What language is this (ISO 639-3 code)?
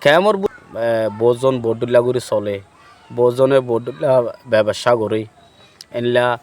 rhg